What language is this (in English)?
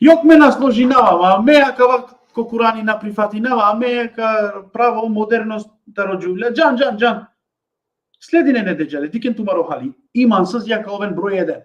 Balkan Romani